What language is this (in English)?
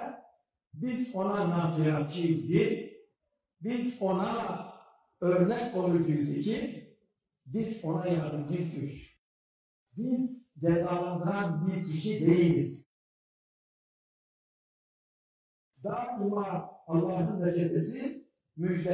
Turkish